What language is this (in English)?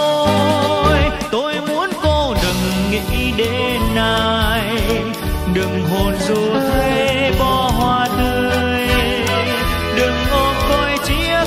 Vietnamese